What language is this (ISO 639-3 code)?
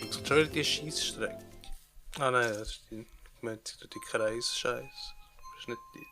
gsw